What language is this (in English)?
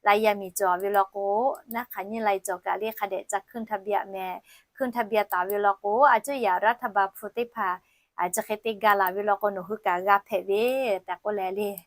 Lahu